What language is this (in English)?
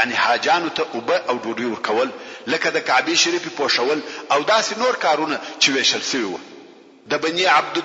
Pashto